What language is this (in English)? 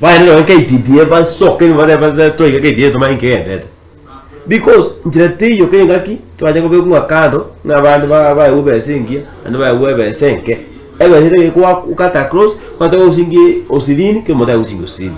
Gusii